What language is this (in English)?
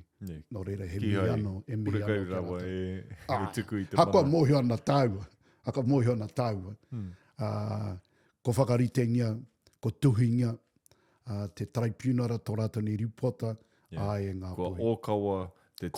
Māori